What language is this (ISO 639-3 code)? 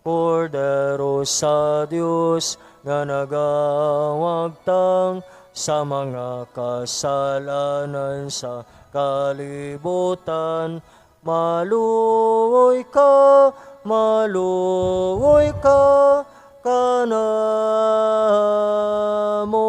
ceb